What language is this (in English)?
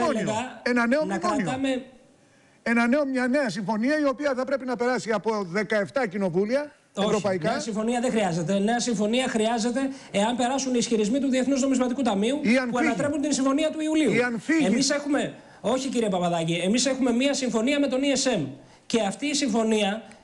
Greek